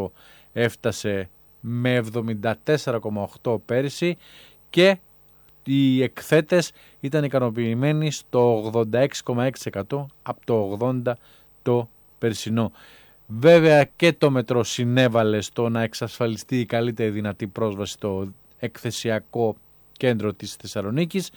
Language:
Greek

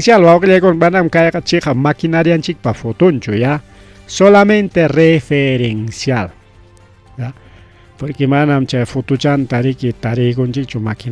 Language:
Ayacucho Quechua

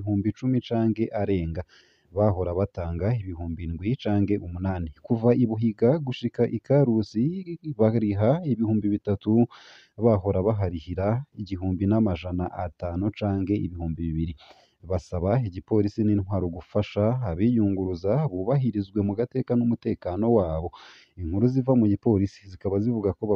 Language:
Rundi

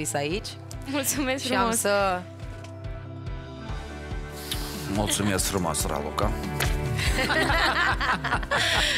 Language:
Romanian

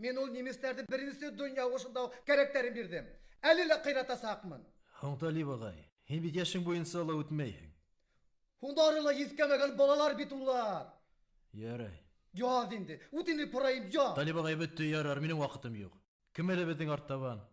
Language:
Bashkir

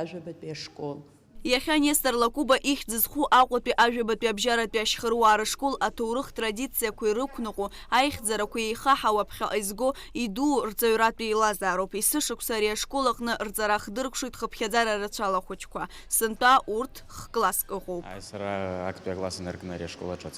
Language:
Abkhazian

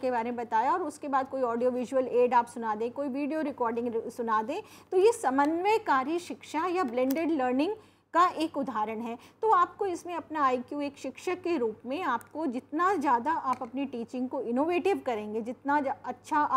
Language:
Hindi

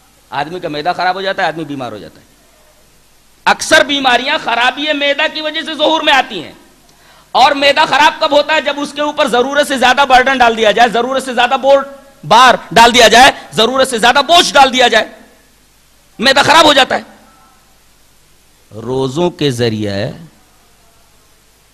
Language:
Urdu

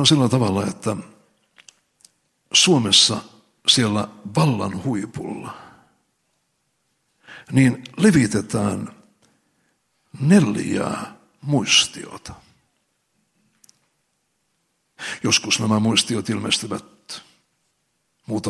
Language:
Finnish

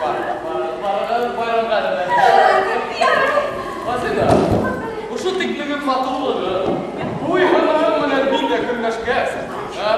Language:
Bashkir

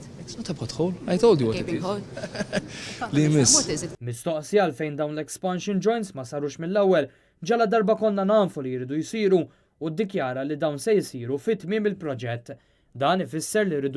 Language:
Maltese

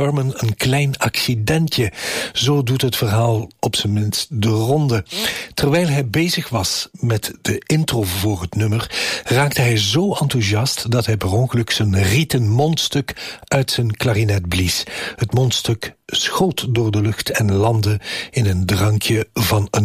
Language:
Dutch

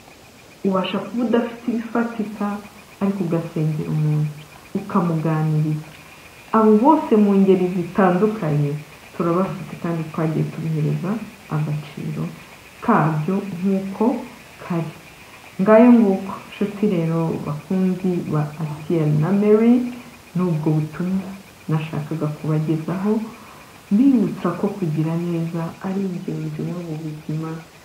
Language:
Kinyarwanda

